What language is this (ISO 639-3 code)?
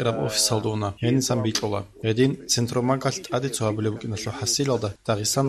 ava